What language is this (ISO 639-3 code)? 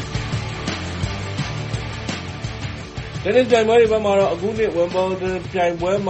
mya